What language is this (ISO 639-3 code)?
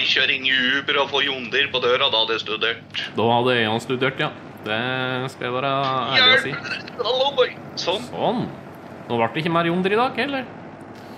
nor